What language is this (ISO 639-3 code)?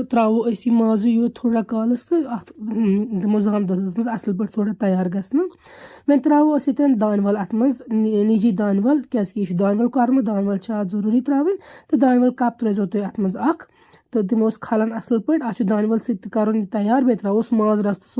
kas